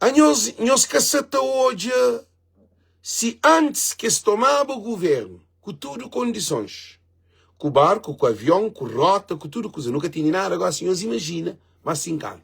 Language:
Kabuverdianu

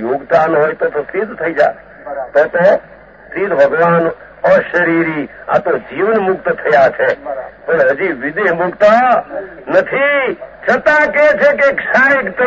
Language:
Gujarati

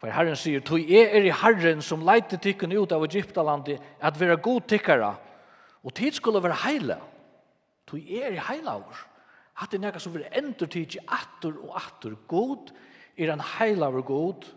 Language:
Faroese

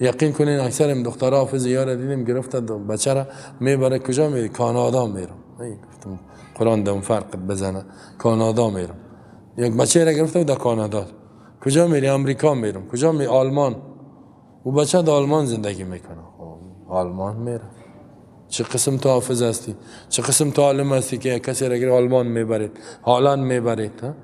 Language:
Persian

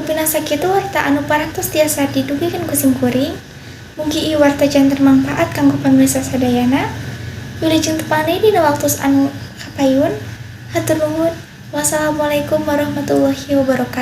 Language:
Sundanese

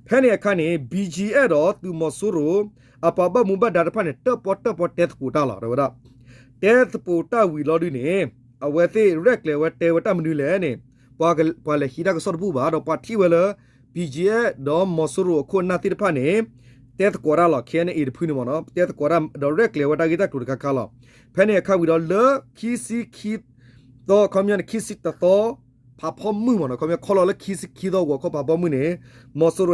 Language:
S'gaw Karen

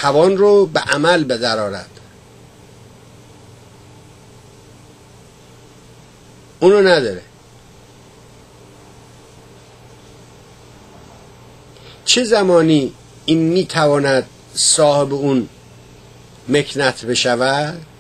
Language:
Persian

